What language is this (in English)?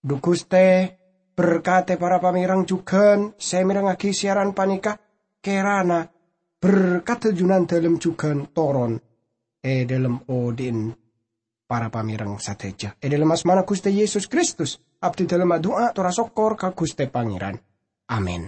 Madurese